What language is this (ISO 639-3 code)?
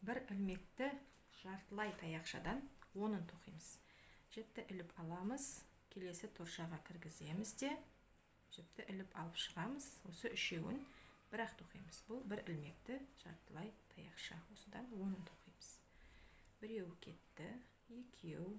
kaz